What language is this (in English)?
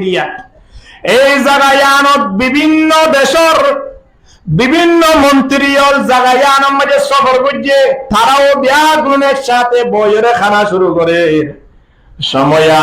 Rohingya